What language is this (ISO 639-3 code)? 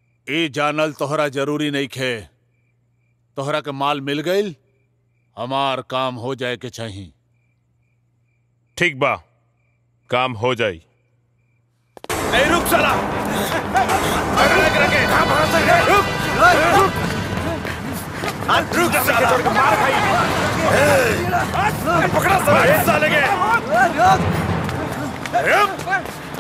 bho